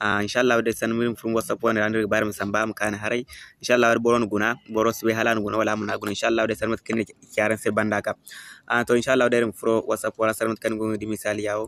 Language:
Zarma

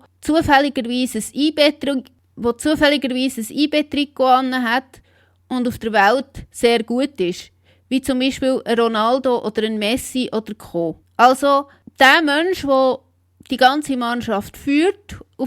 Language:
Swiss German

